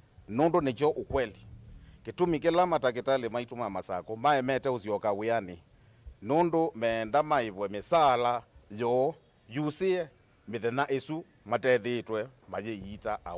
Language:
Kamba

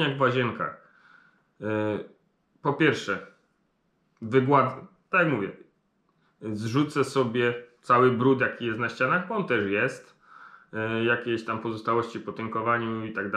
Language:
Polish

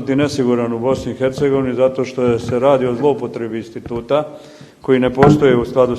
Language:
Bosnian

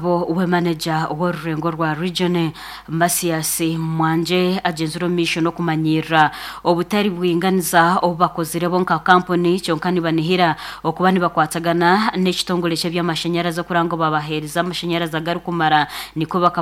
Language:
Nyankole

